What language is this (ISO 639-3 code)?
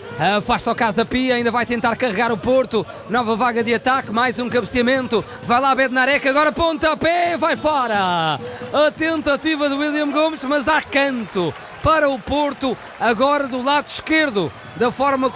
por